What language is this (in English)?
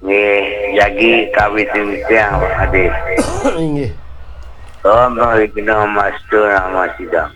Balinese